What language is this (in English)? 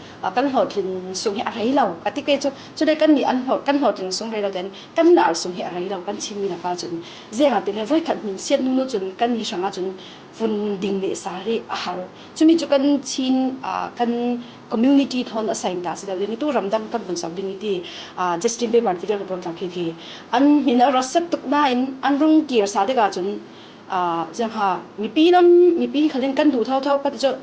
Falam Chin